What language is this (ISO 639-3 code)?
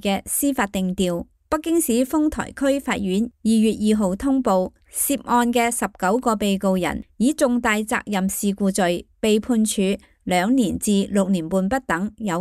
yue